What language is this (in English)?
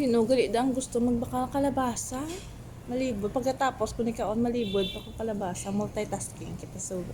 Hiligaynon